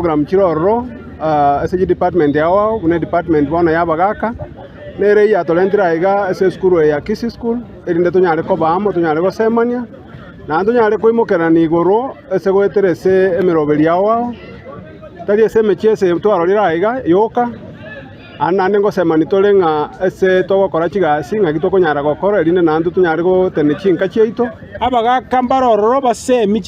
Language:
Gusii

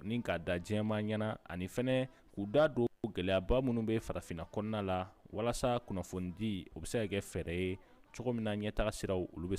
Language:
Bambara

